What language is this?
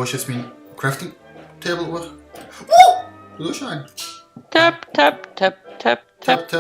Swiss German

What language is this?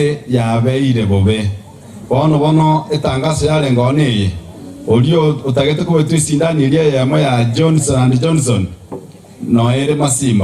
Gusii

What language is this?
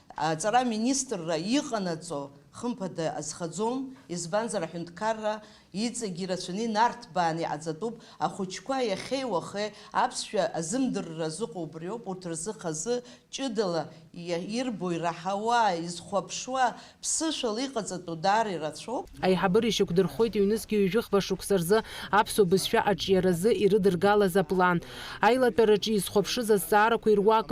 Abkhazian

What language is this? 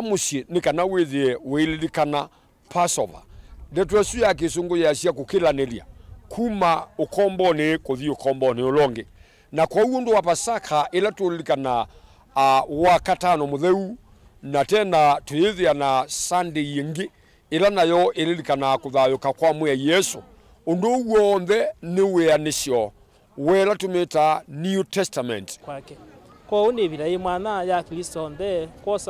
Kamba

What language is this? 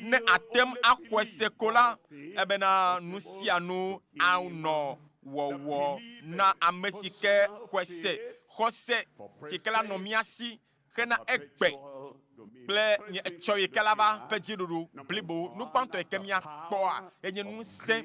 Ewe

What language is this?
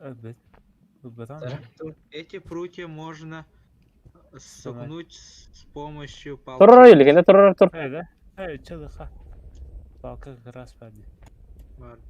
Yakut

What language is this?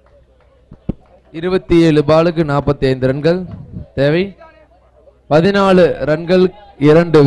Tamil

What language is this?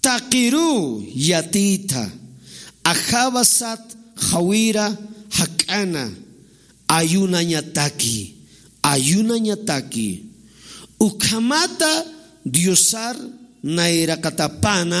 Aymara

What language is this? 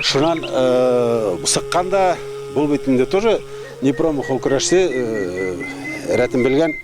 Bashkir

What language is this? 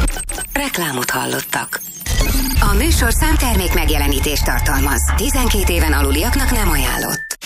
Hungarian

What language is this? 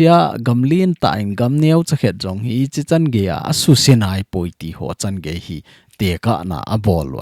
Thado Chin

